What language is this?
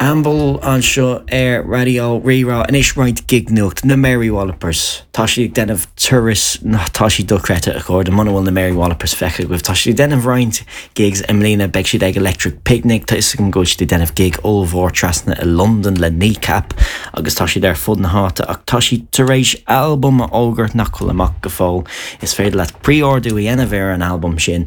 Irish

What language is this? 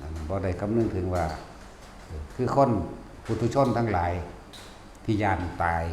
Lao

